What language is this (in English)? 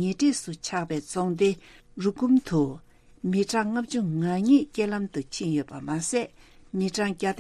Tibetan